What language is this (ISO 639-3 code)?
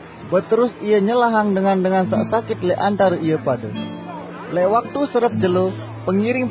sas